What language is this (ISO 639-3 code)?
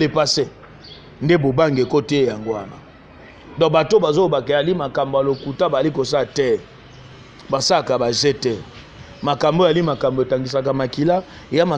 lin